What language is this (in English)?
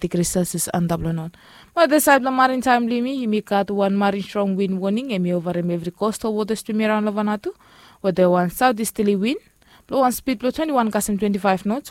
Bislama